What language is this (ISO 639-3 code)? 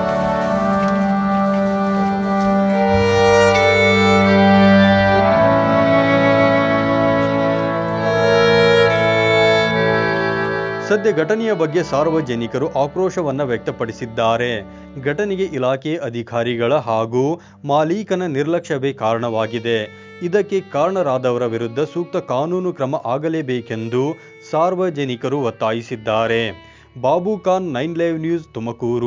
kan